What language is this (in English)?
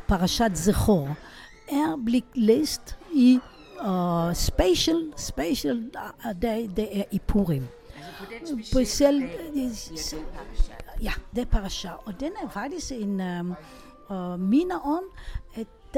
Danish